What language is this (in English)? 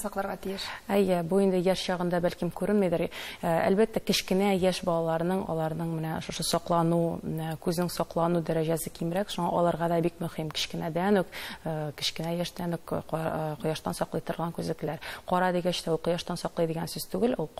Tatar